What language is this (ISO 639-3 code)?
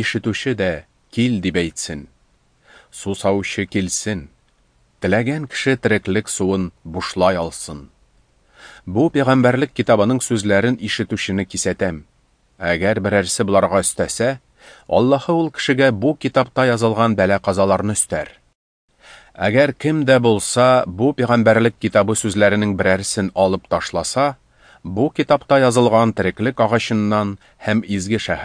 tat